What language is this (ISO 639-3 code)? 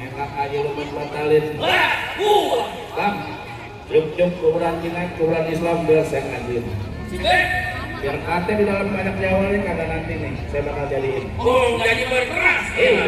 bew